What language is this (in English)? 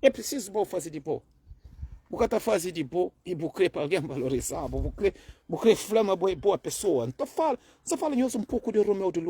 Kabuverdianu